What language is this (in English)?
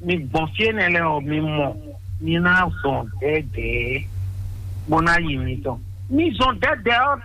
Fon